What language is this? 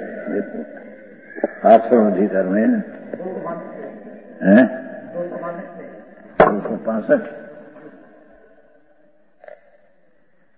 Hindi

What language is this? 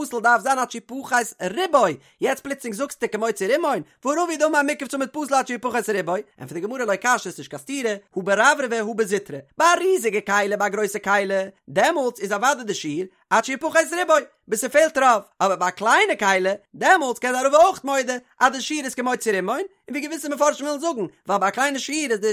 Yiddish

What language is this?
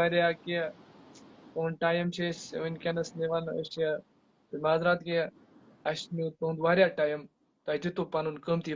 Kashmiri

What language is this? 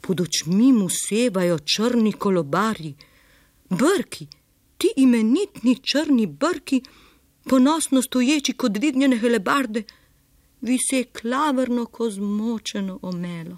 Slovenian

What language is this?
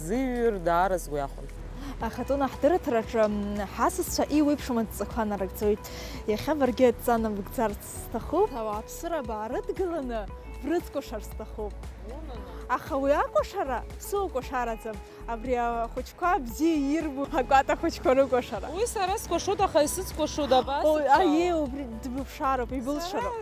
Abkhazian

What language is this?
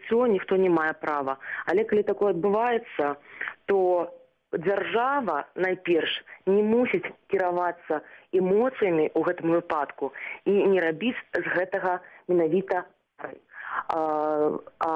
Belarusian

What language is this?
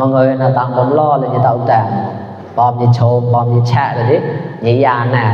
Mon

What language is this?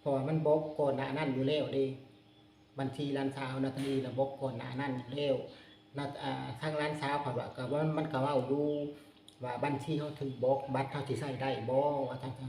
Lao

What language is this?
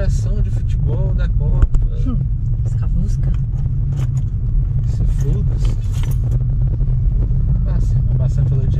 Portuguese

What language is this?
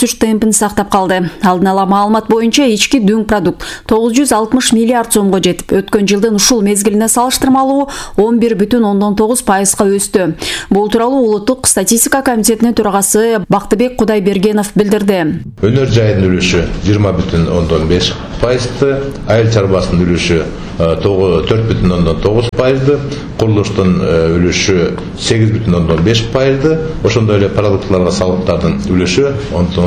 Kyrgyz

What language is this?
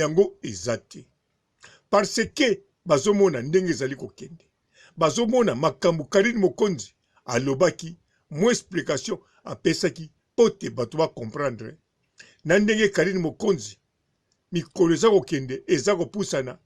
Lingala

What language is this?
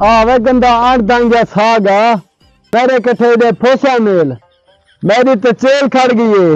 Saraiki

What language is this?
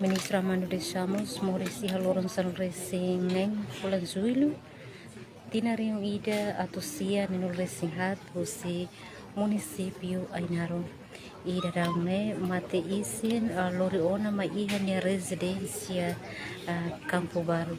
Tetum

